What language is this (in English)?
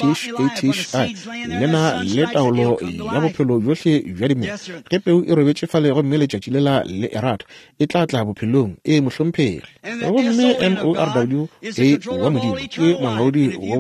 Northern Sotho